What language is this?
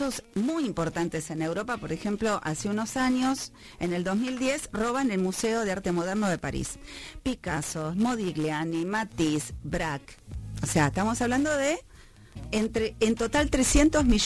Spanish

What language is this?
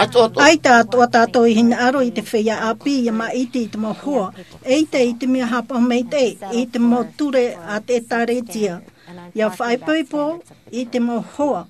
Tahitian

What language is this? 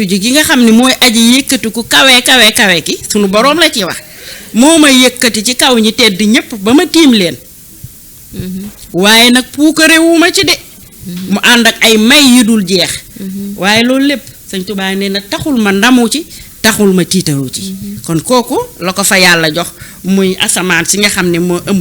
Wolof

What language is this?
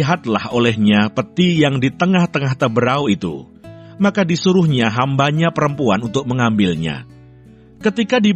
Kupang Malay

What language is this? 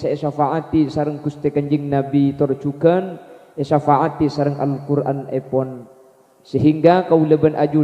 Madurese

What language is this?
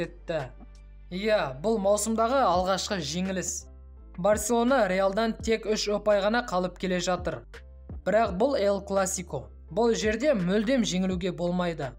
Kazakh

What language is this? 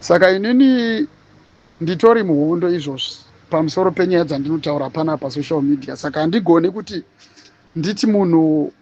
Shona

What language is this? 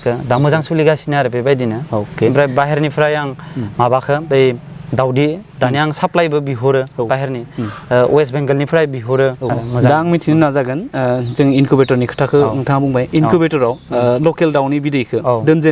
Bodo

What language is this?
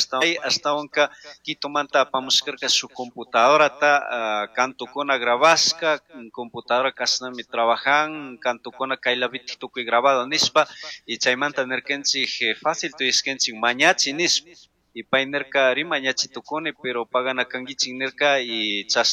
Chimborazo Highland Quichua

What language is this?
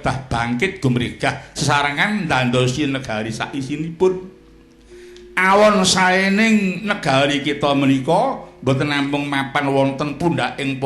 Javanese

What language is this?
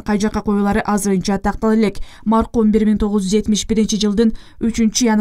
Kyrgyz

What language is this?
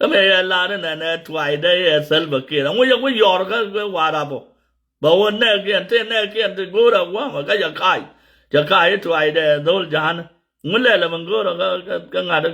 Nuer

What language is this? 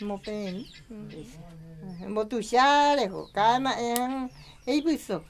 Guarani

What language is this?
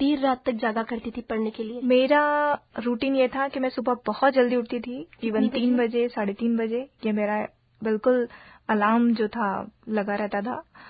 Hindi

